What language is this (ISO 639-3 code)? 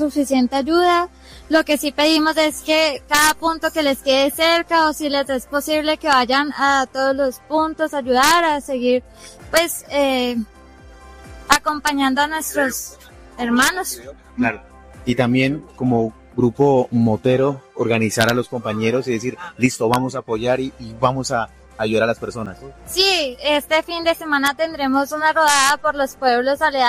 spa